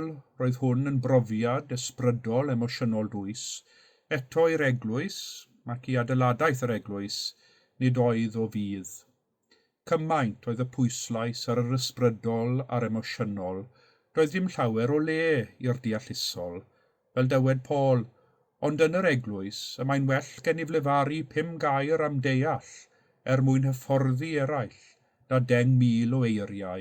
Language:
Welsh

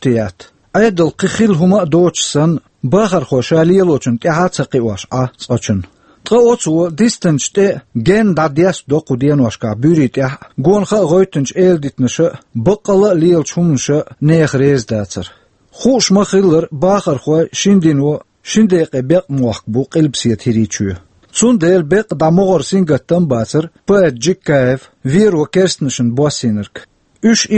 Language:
Chechen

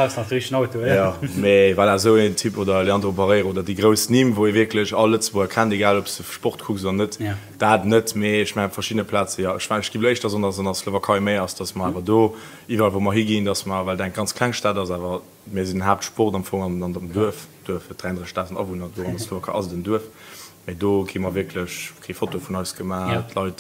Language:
Luxembourgish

